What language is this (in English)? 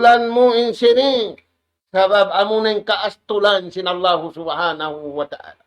Tausug